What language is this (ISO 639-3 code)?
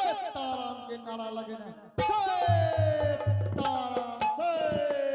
anp